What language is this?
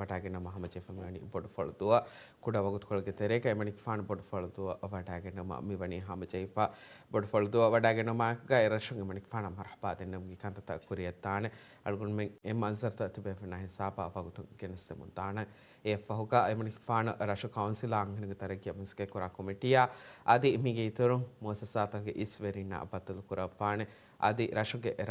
Divehi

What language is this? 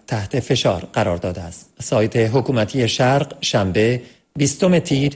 Persian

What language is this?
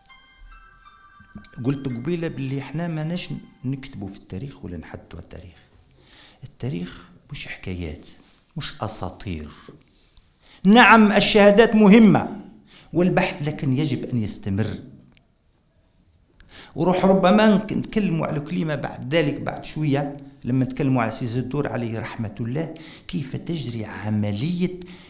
Algerian Arabic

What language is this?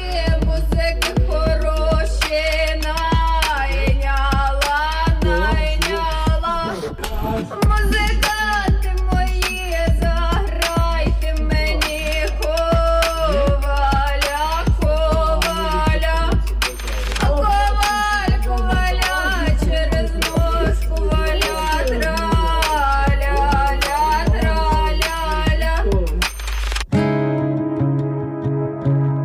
Ukrainian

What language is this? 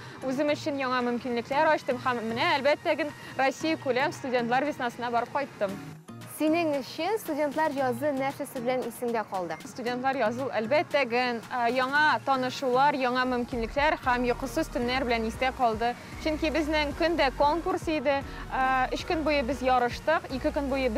Tatar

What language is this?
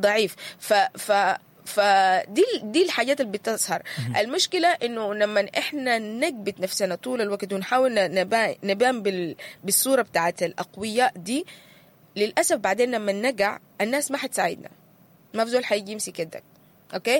Sudanese Arabic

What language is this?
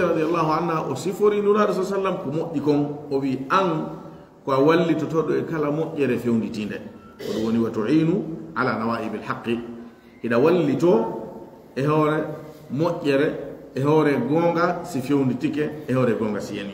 Fula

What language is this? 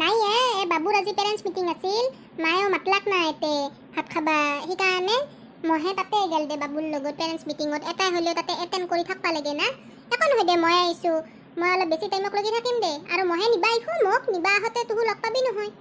Assamese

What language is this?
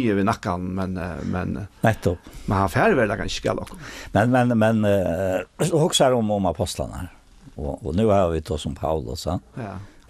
Faroese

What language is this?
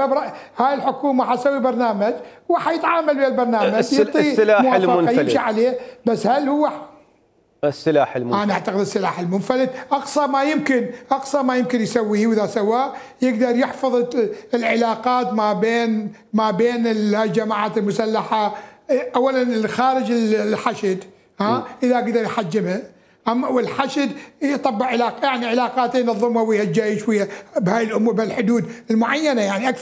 Mesopotamian Arabic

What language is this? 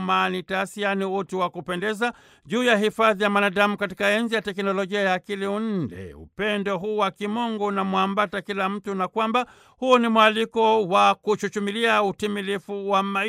Swahili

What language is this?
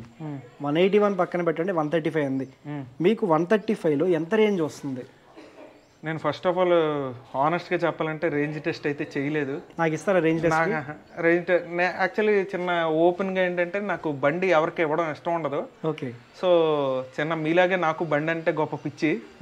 Telugu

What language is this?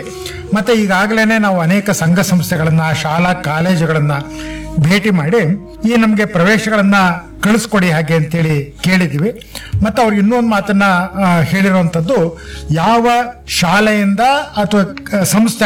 Kannada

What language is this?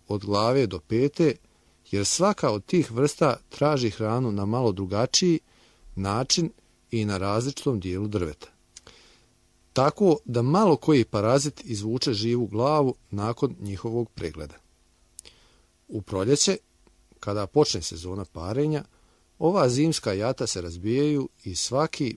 Bosnian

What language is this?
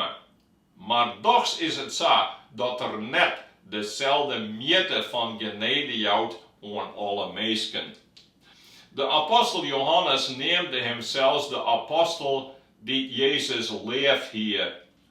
Western Frisian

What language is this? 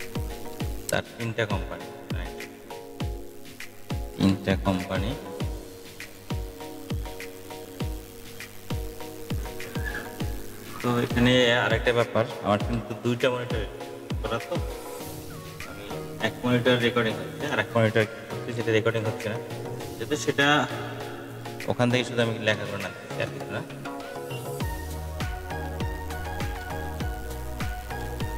Bangla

